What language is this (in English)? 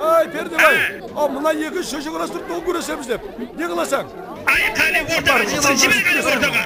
Kara-Kalpak